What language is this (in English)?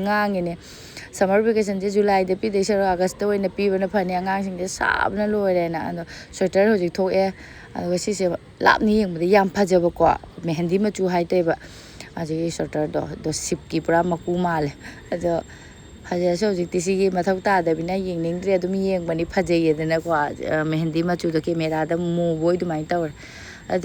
Manipuri